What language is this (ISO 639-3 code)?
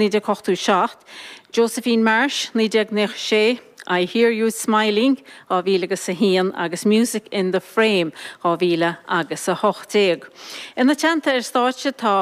gle